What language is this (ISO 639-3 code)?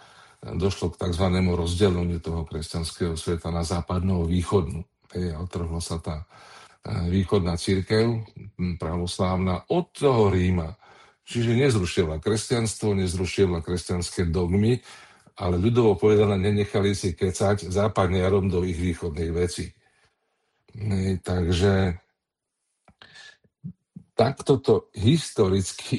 slk